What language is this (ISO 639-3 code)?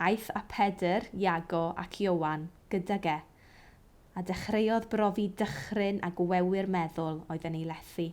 cym